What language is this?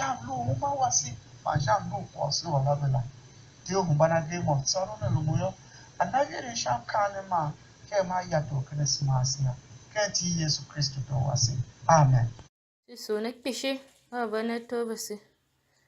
Tiv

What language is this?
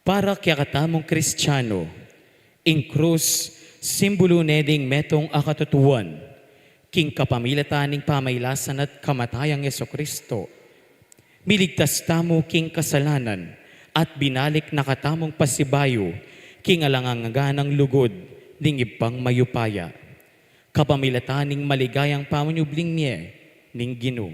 Pampanga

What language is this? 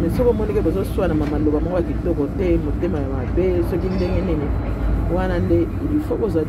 Lingala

